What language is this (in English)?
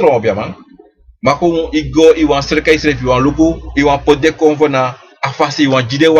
Sranan Tongo